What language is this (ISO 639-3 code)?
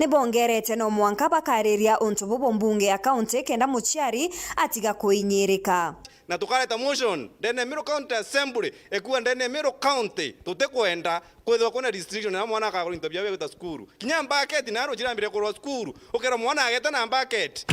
mer